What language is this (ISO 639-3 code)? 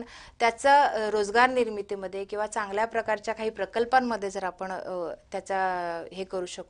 mar